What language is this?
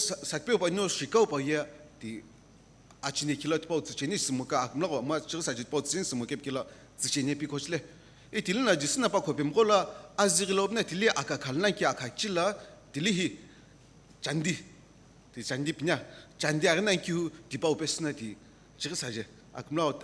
Sumi Naga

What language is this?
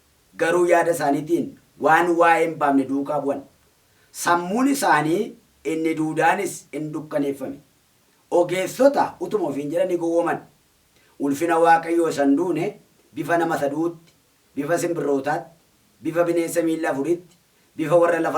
Oromo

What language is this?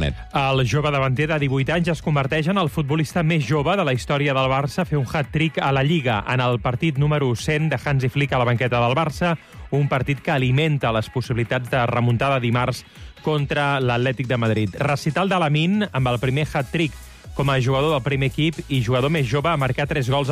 Catalan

